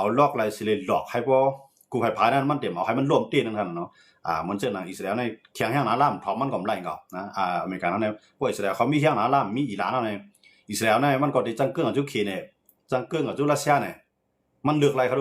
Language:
Shan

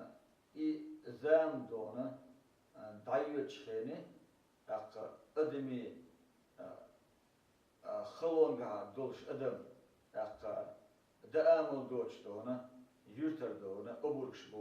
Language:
Chechen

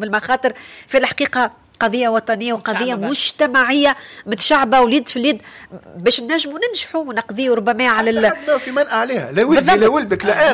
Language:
Tunisian Arabic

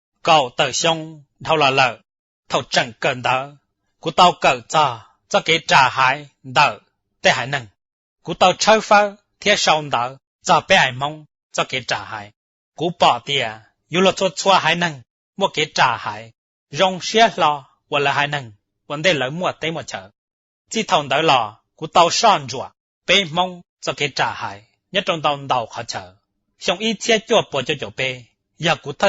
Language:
Hmong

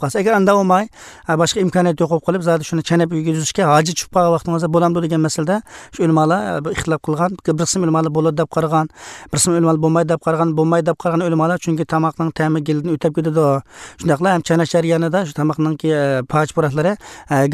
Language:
Kyrgyz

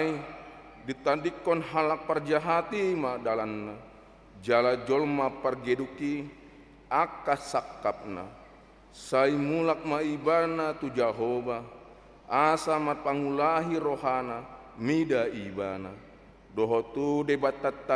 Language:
Batak Toba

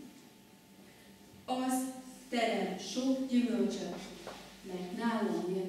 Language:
Hungarian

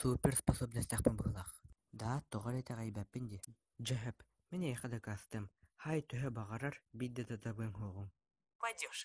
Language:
Yakut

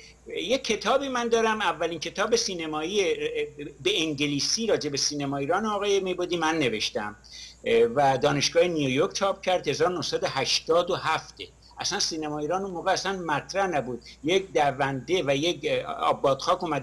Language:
Persian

